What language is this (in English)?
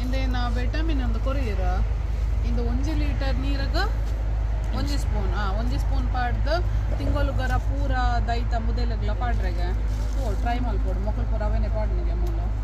Tulu